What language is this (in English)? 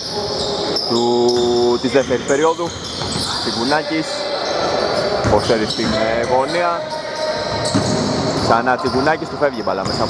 Greek